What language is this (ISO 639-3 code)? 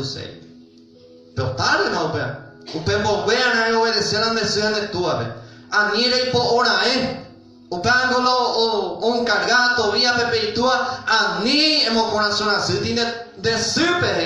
grn